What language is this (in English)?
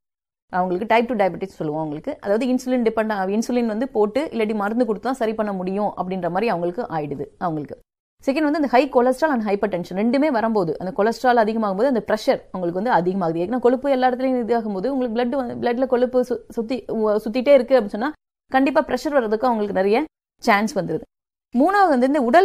Tamil